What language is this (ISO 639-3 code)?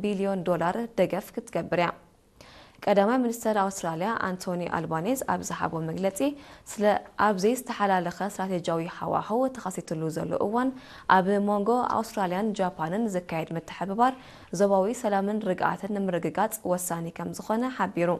tir